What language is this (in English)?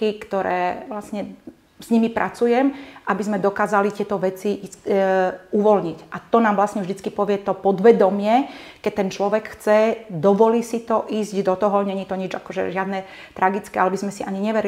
Slovak